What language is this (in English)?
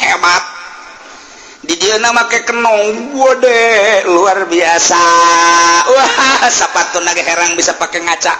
Sundanese